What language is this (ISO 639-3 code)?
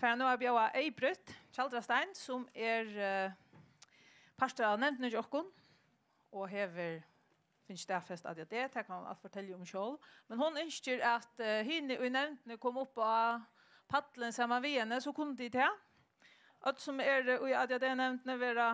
fao